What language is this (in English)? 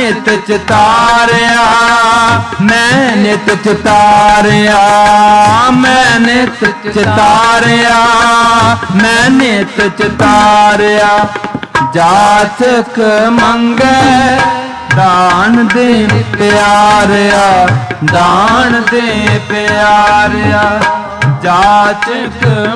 Punjabi